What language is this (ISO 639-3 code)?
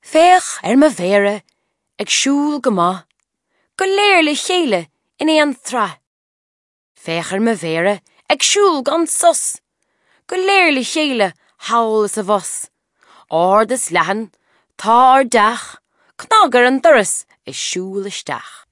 gle